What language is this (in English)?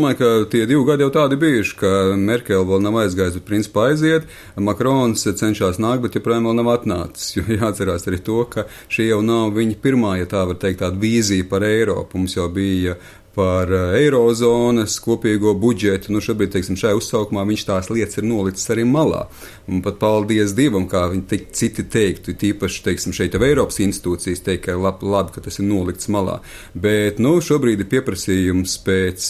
Latvian